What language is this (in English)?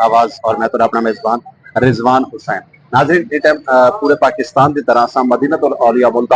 Saraiki